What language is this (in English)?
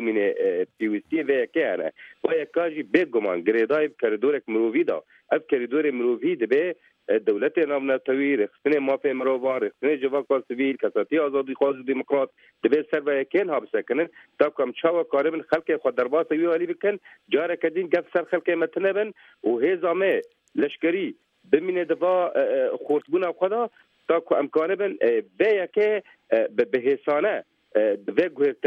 Kurdish